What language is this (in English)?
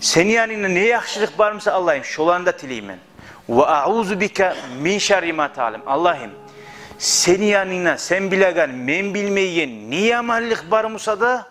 Kumyk